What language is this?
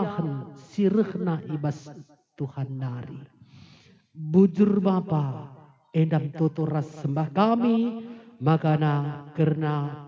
Batak Karo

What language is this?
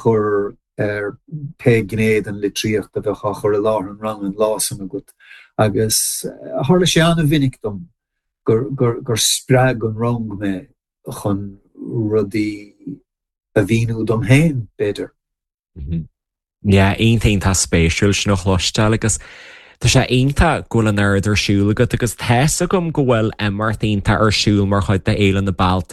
Irish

